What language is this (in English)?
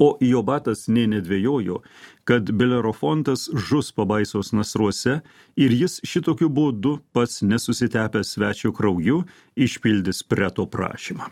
Lithuanian